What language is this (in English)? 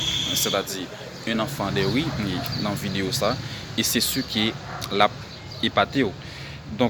Haitian Creole